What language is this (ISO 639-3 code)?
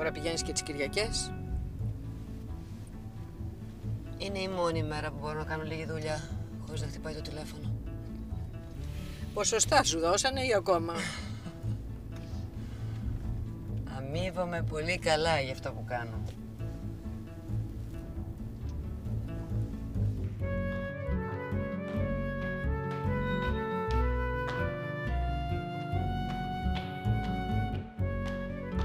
ell